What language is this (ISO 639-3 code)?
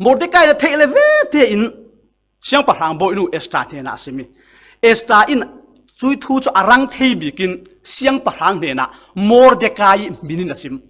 cfm